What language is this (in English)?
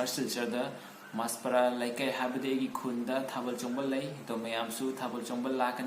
Manipuri